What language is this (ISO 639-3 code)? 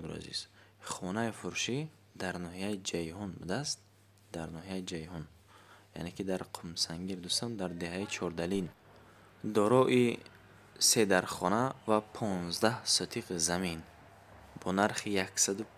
tgk